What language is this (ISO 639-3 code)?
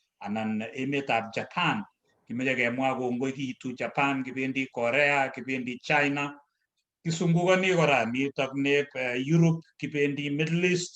kln